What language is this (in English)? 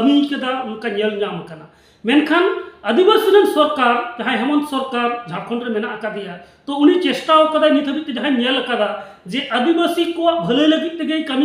Santali